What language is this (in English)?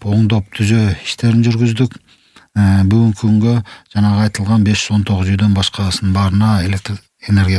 Kyrgyz